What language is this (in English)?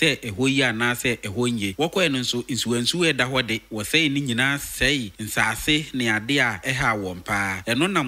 Akan